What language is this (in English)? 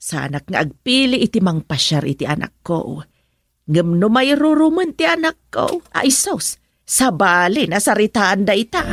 Iloko